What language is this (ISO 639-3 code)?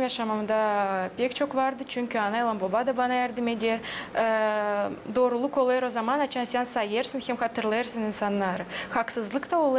gag